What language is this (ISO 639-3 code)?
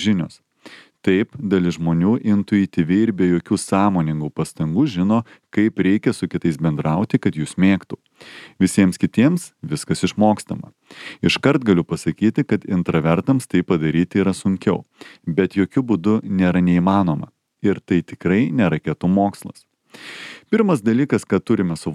lit